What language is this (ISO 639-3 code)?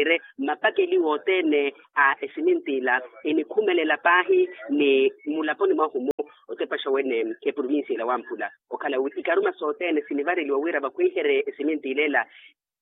vmw